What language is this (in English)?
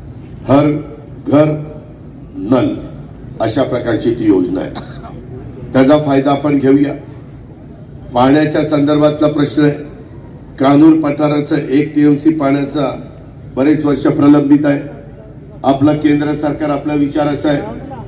Marathi